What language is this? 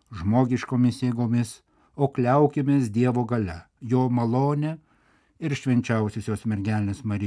Lithuanian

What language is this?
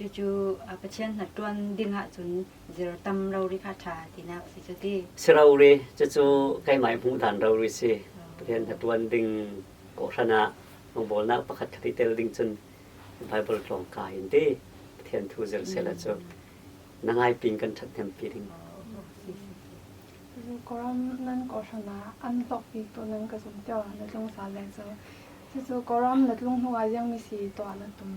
Falam Chin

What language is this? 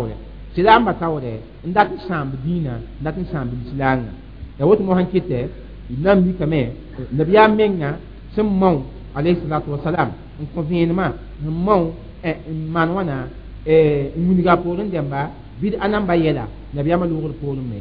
Mossi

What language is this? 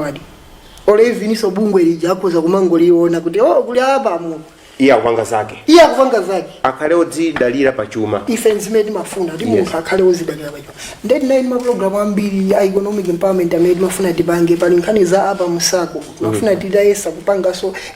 Nyanja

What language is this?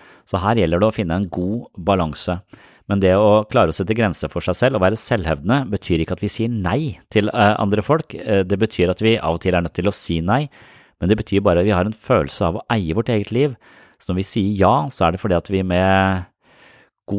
Norwegian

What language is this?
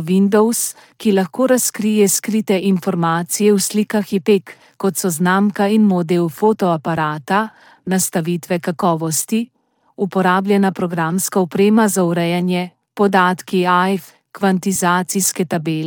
Slovenian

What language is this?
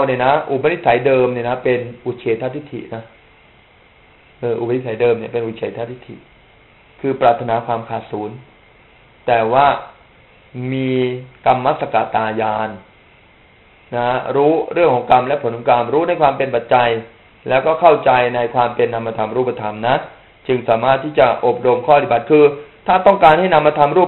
Thai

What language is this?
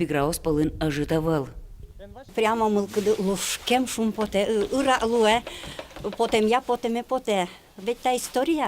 Udmurt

